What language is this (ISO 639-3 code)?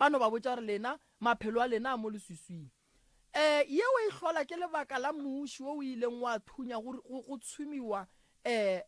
nso